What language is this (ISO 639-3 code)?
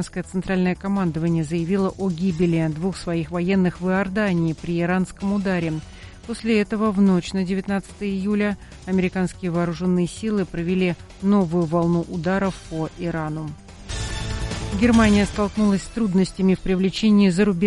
rus